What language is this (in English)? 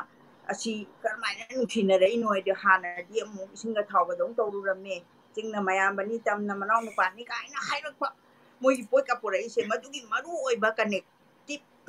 Manipuri